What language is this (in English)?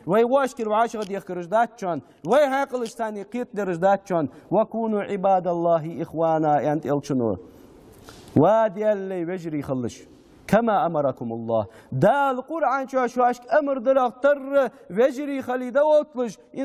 Ingush